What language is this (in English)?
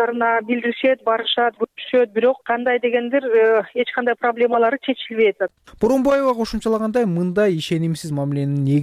Kyrgyz